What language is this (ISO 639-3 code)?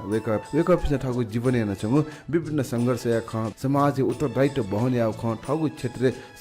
new